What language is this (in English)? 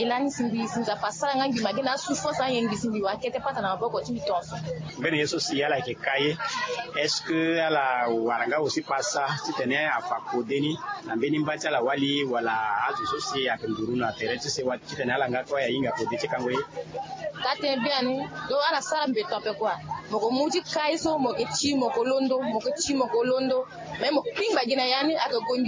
Sango